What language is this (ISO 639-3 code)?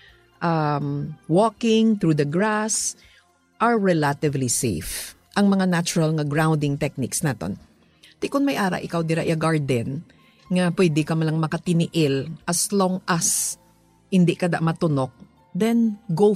hil